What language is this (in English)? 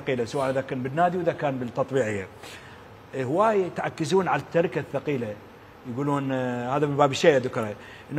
Mesopotamian Arabic